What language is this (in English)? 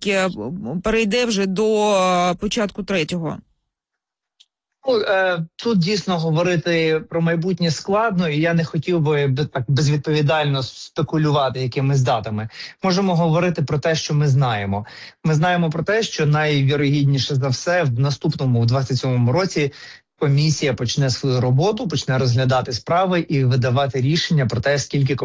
Ukrainian